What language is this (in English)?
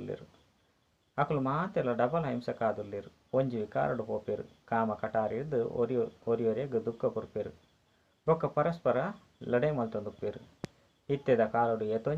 Tulu